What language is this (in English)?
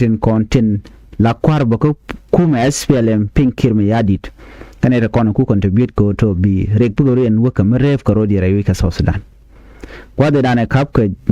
Nuer